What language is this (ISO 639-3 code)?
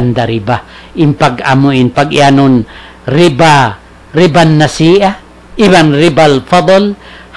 tsg